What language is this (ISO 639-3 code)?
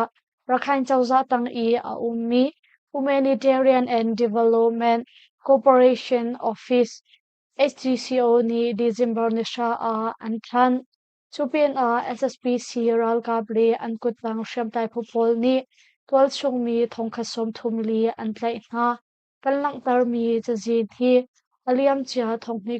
cnh